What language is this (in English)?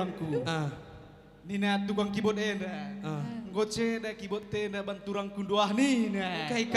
Batak Karo